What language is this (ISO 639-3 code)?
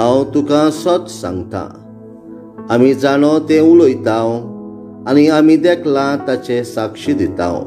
kok